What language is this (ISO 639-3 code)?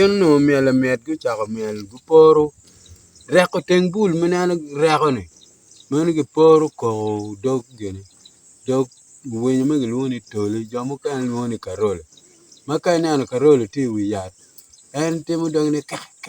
ach